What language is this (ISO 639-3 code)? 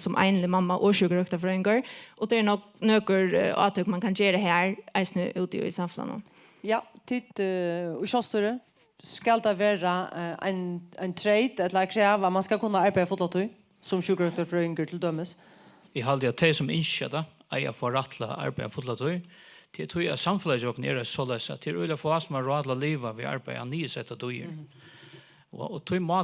fao